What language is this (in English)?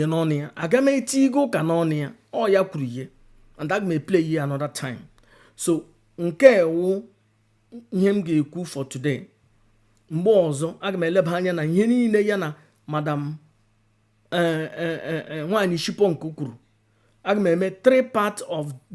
Igbo